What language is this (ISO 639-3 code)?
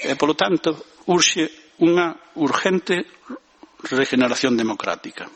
glg